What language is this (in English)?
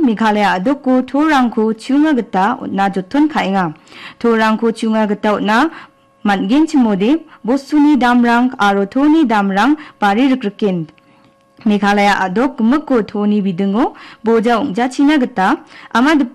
Garo